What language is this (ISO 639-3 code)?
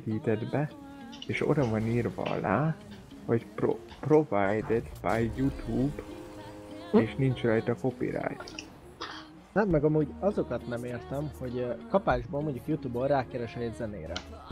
hun